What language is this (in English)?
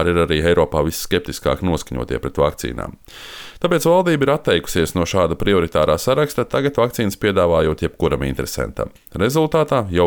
Latvian